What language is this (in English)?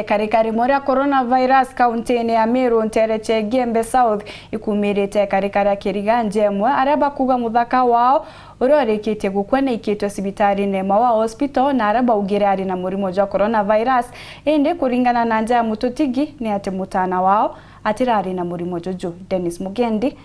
Meru